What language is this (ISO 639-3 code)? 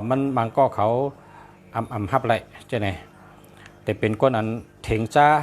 shn